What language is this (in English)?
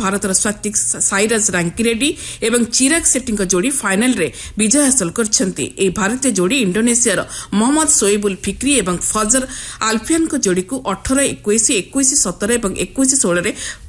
Odia